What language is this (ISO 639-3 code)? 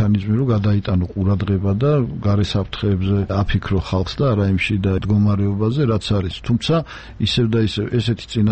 kat